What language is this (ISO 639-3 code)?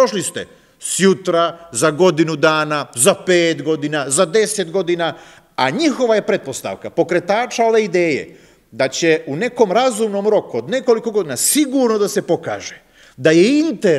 srp